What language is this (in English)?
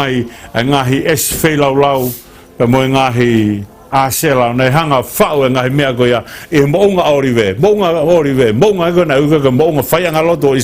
Tongan